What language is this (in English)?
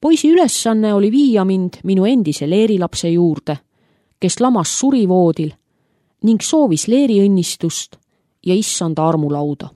Estonian